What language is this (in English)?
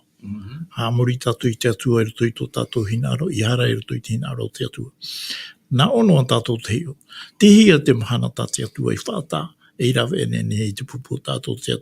Tahitian